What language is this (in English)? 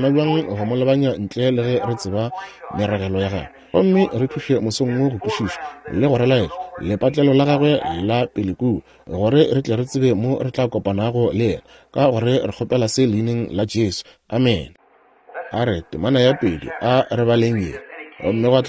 Northern Sotho